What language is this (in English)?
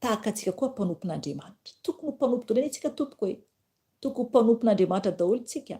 Malagasy